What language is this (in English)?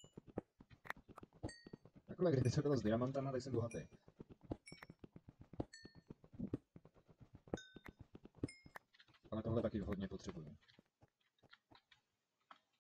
Czech